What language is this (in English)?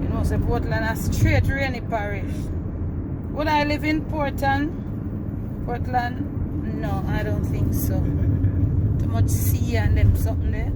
Jamaican Creole English